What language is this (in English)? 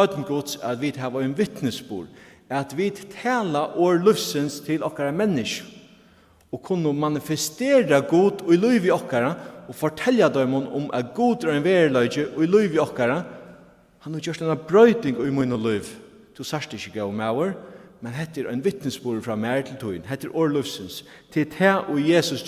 Faroese